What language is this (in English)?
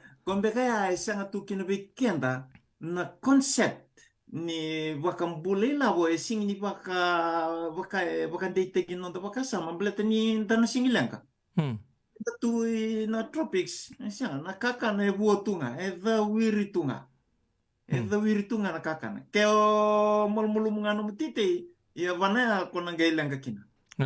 Fijian